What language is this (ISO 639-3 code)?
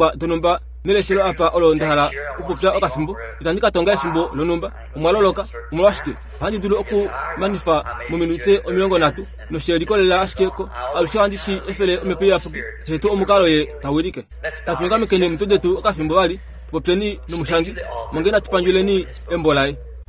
kua